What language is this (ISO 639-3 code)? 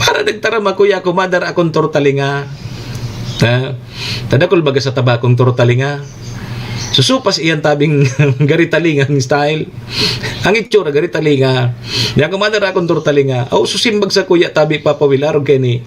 bik